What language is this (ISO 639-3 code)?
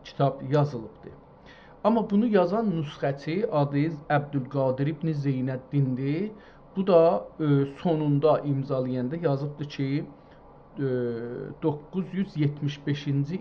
azb